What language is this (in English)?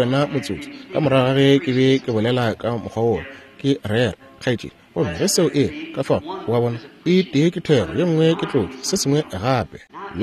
Northern Sotho